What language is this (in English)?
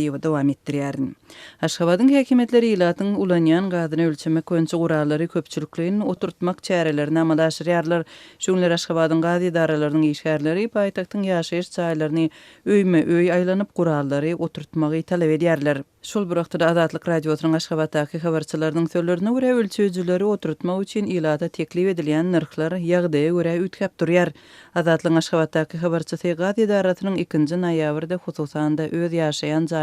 Turkmen